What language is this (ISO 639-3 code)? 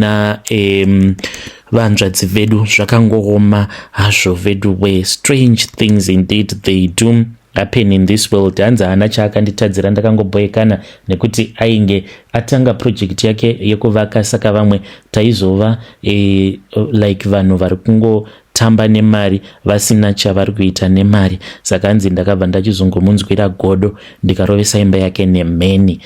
sna